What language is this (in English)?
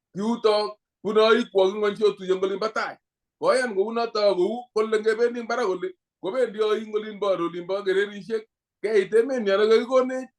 Kalenjin